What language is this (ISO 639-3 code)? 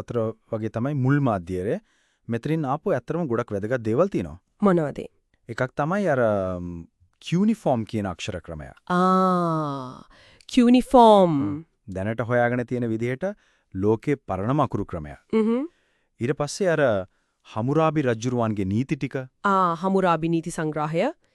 sin